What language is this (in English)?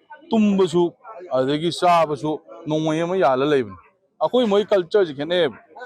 Manipuri